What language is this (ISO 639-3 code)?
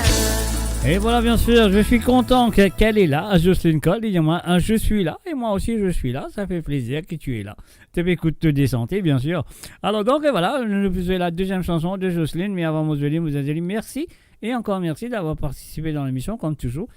mfe